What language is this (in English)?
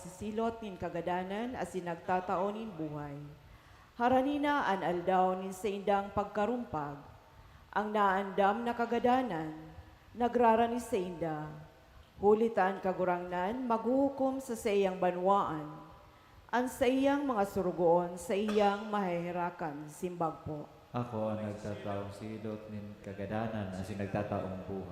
Bikol